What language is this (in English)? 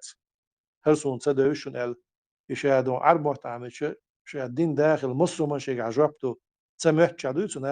Chechen